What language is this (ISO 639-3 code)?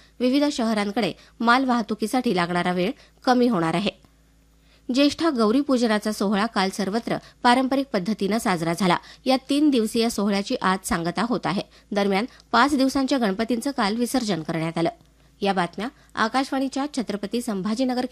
mar